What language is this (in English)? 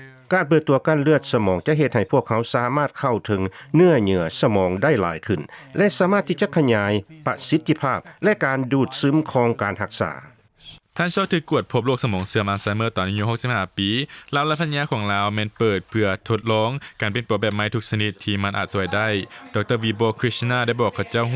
Lao